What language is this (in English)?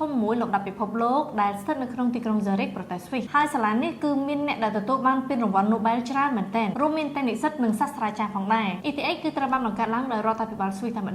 Khmer